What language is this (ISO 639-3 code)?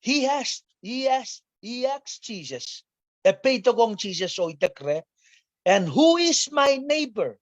pon